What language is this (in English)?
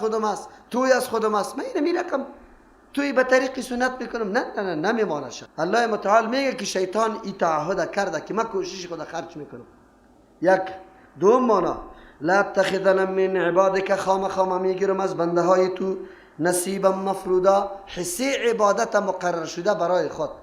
Persian